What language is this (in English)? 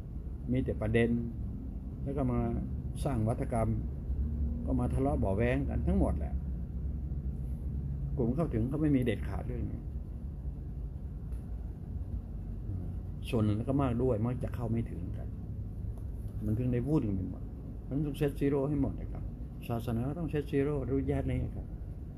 Thai